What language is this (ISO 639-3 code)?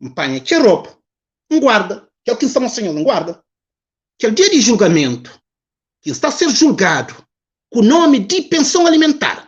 kea